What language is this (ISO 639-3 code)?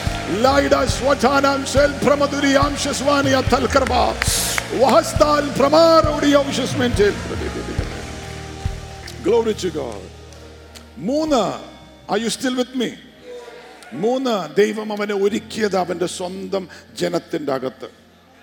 mal